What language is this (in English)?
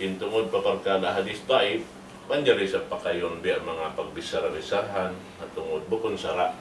Tausug